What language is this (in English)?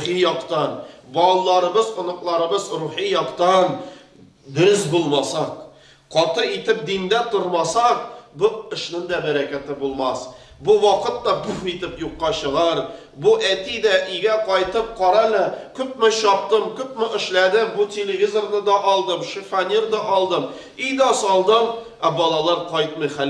Tatar